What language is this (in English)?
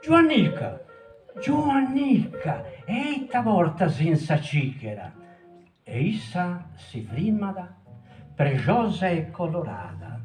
Sardinian